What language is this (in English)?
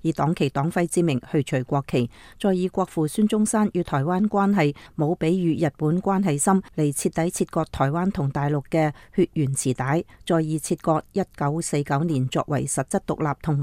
Cantonese